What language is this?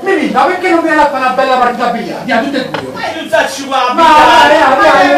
Neapolitan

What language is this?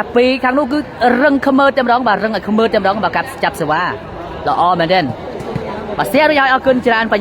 Khmer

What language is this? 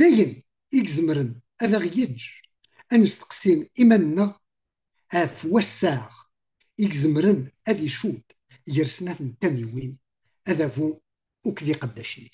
Kabyle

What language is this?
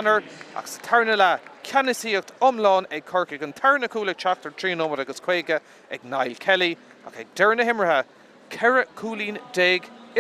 Irish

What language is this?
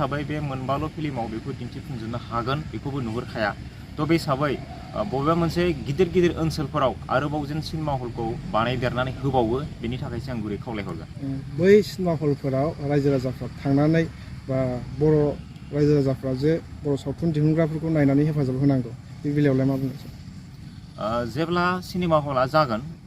Bodo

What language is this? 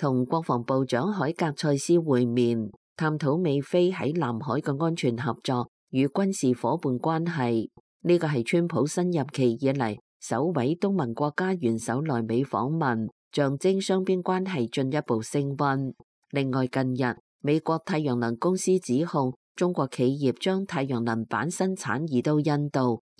Cantonese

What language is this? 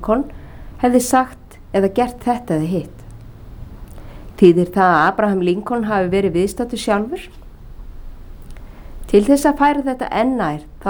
Icelandic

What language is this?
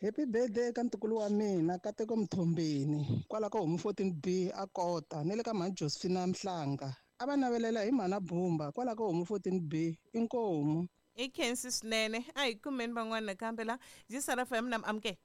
Tsonga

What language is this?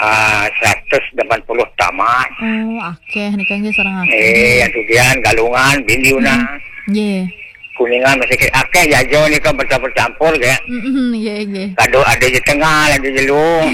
Balinese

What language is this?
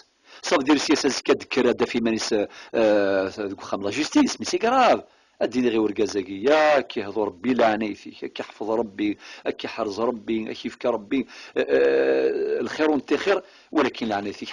Kabyle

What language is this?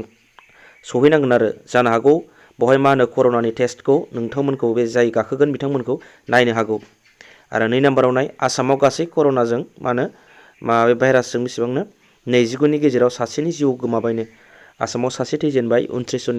Bodo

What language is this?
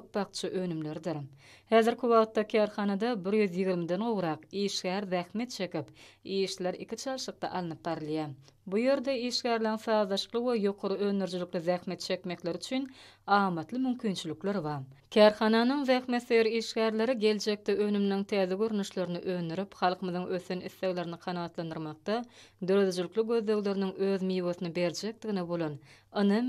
Turkmen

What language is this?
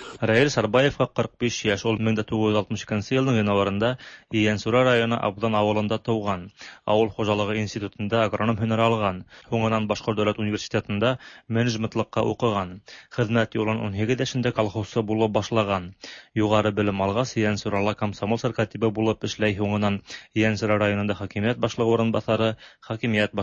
Tatar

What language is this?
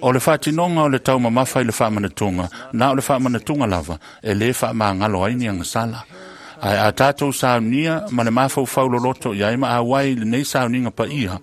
Samoan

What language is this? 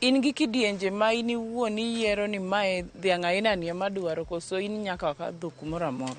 Luo (Kenya and Tanzania)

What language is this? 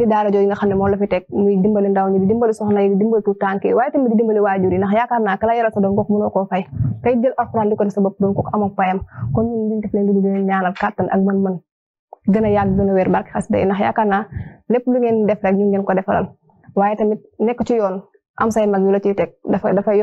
Wolof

